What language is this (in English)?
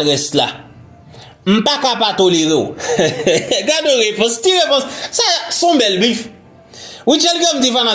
Haitian Creole